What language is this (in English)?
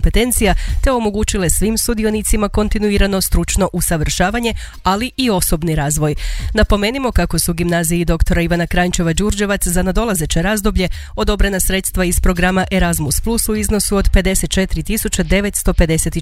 Croatian